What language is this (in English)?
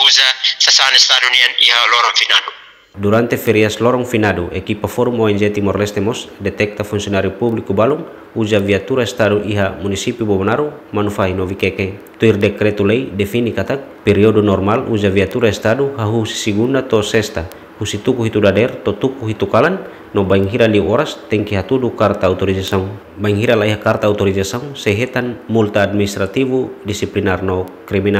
Tetum